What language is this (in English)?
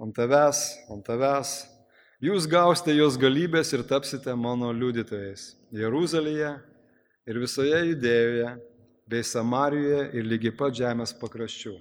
Lithuanian